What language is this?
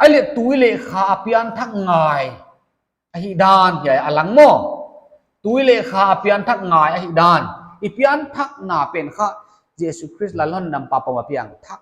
Paite Chin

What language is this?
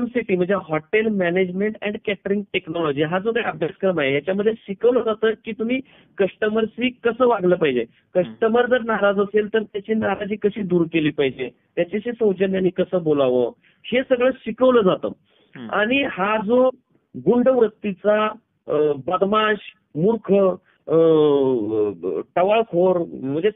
Marathi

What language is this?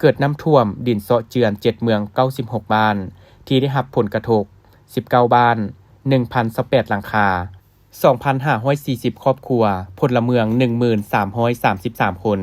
Lao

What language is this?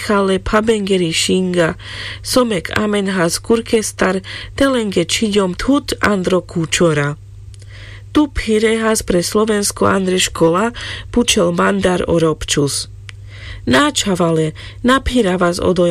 Carpathian Romani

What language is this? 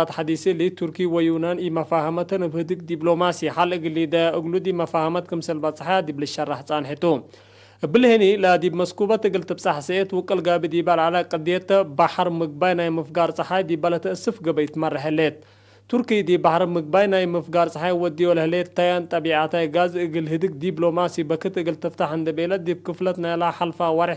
Tigre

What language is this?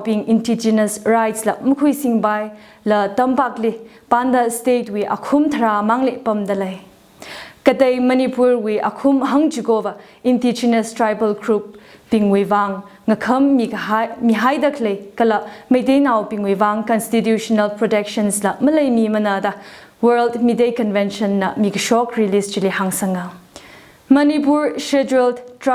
Tangkhul Naga (India)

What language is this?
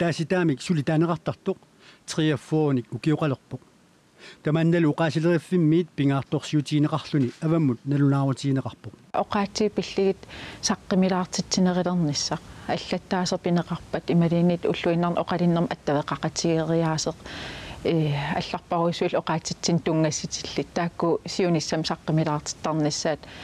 Kalaallisut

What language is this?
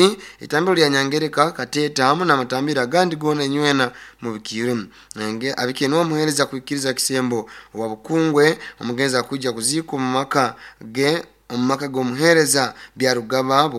Nyoro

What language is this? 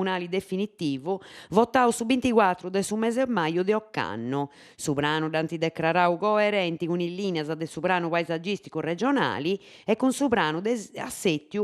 Sardinian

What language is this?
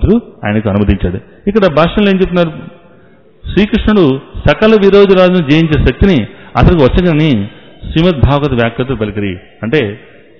Telugu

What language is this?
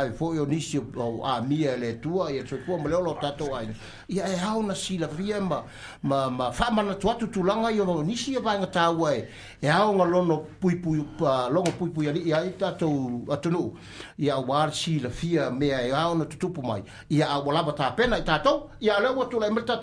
Samoan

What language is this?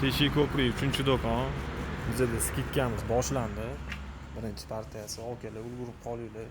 Uzbek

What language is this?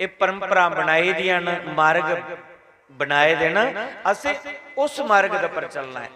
Dogri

